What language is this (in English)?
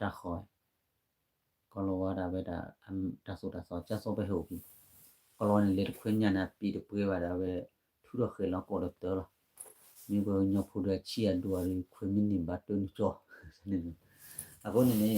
S'gaw Karen